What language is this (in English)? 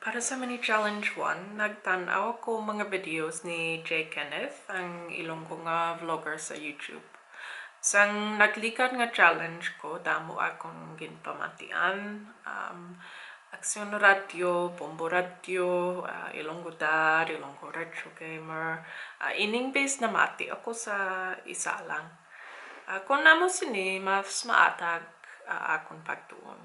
Hiligaynon